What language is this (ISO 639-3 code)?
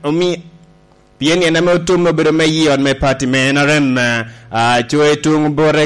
laj